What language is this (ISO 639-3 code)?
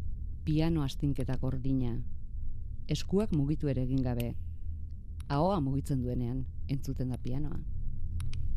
eus